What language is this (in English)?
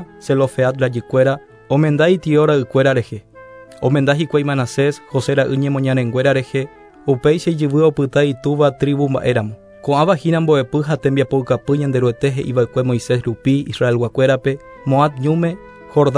Guarani